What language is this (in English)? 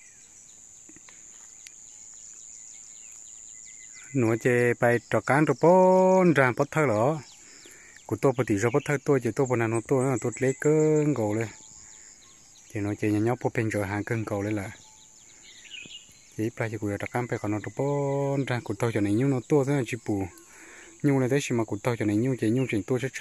Vietnamese